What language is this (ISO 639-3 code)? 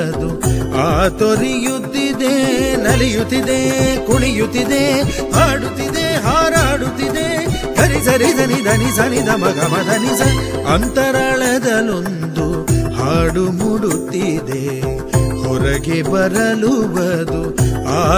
kan